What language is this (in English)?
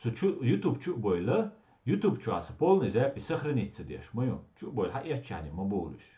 Chechen